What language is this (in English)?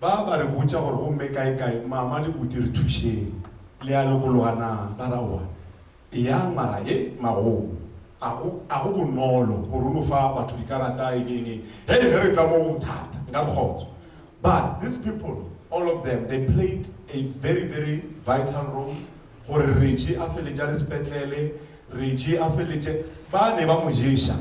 Northern Sotho